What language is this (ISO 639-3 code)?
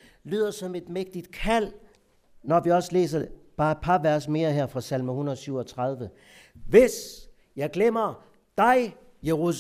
dan